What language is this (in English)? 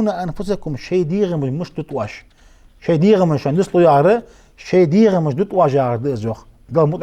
Ingush